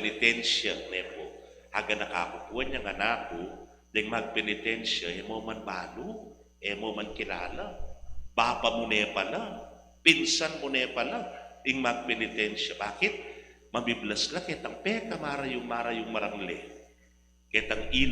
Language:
Pampanga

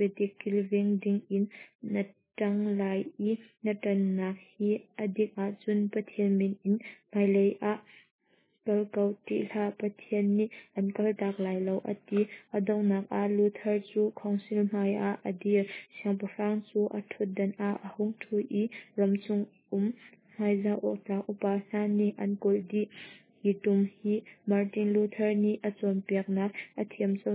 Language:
Hakha Chin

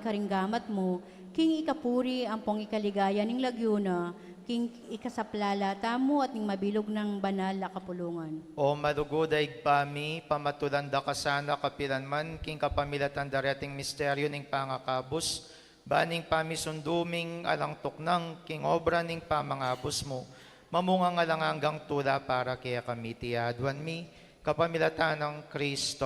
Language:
Pampanga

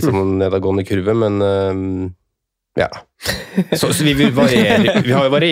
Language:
Norwegian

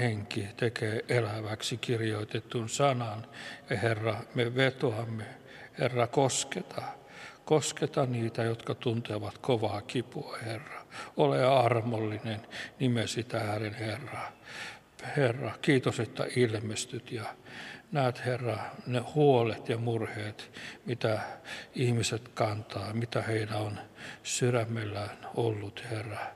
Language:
Finnish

